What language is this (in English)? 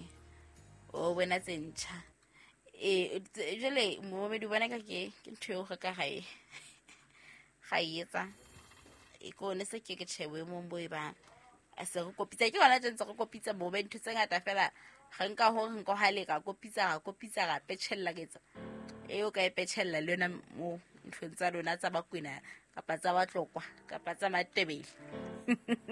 Southern Sotho